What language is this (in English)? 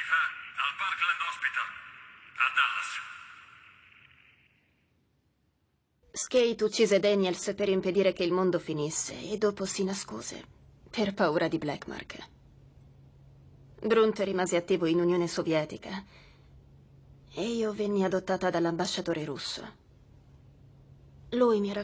Italian